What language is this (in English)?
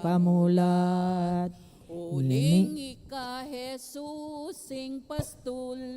Pampanga